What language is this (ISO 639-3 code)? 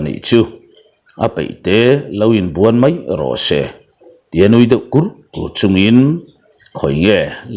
lus